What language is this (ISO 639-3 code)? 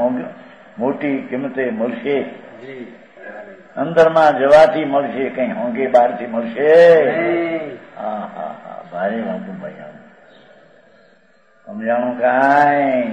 guj